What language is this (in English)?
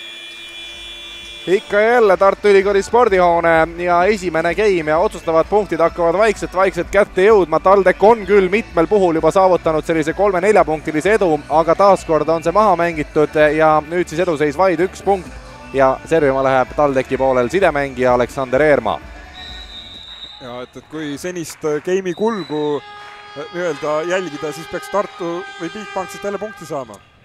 Estonian